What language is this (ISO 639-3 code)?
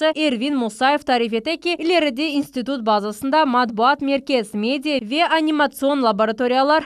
crh